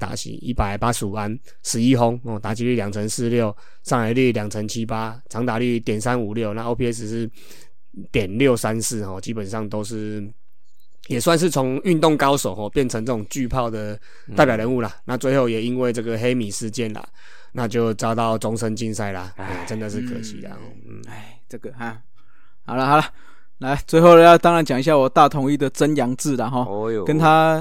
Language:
Chinese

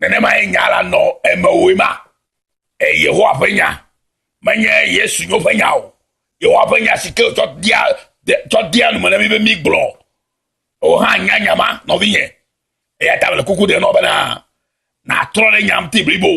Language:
Ewe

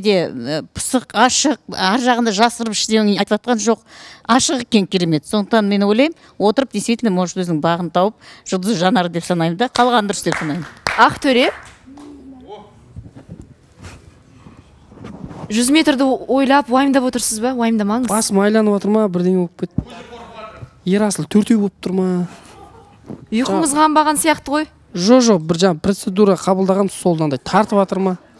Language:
Kazakh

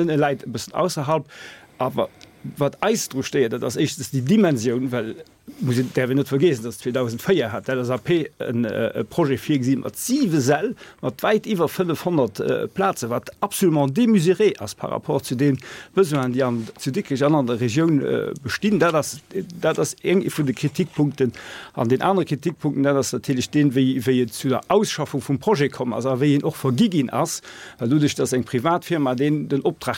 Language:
Luxembourgish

